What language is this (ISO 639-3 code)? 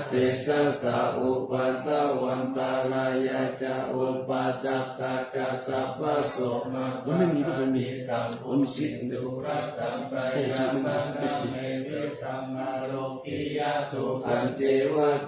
pli